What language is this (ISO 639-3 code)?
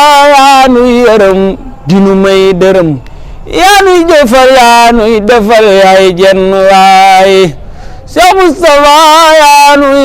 wol